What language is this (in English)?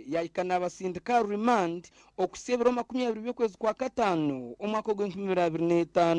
Nyankole